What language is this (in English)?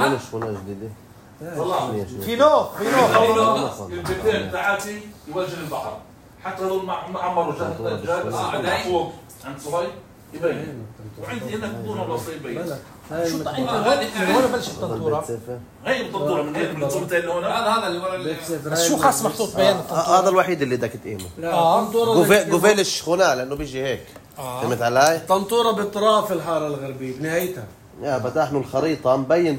North Levantine Arabic